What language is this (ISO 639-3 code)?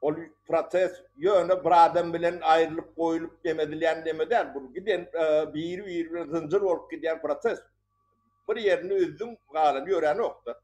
tuk